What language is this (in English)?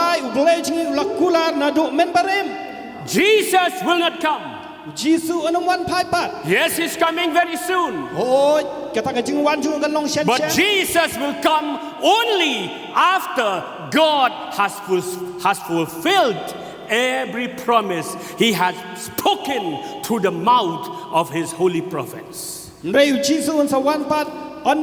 Khasi